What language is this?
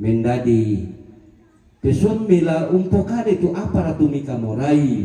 Toraja-Sa'dan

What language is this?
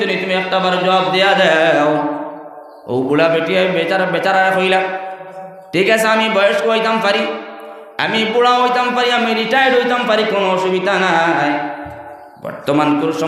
Sylheti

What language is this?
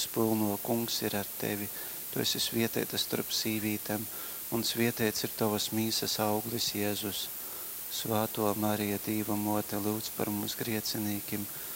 Latgalian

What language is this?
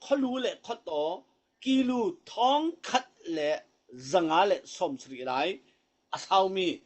Falam Chin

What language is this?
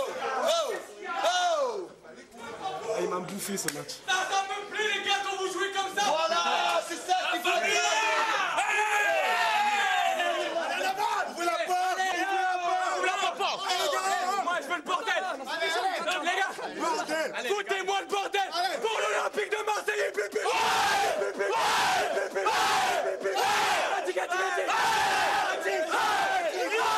French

